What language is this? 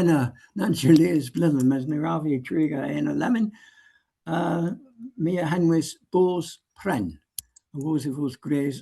Cornish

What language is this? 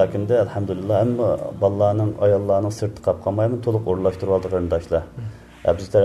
Uyghur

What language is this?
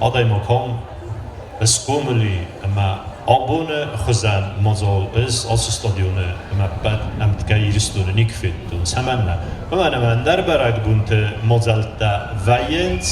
Ossetic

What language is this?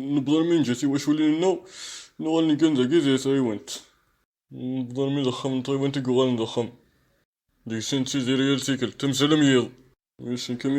Kabyle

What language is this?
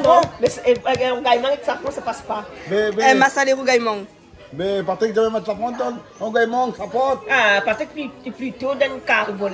Réunion Creole French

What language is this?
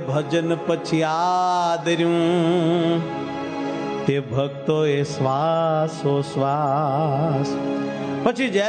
Gujarati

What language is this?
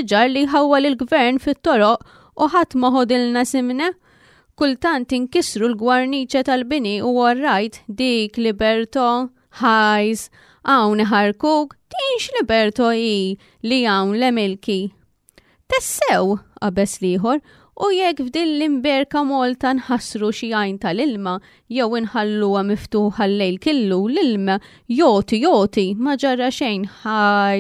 Maltese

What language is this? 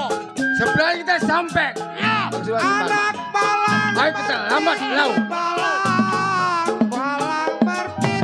Betawi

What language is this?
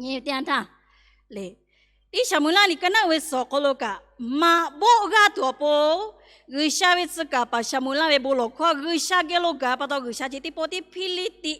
Lahu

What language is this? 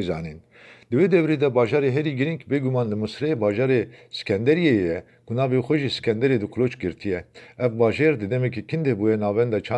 Kurdish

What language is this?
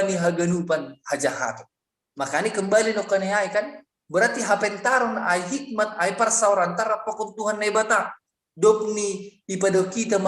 Batak Simalungun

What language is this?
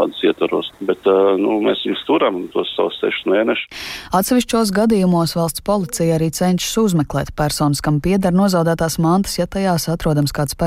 Latvian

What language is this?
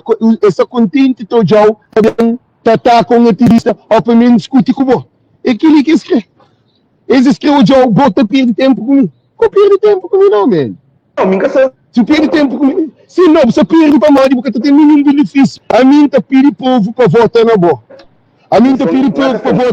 Kabuverdianu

